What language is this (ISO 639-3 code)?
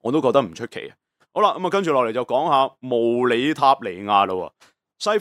yue